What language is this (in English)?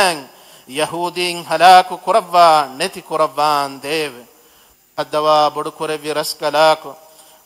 Divehi